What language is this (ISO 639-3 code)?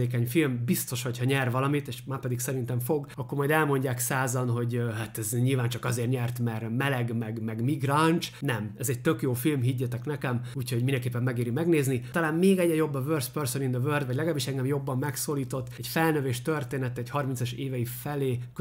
hun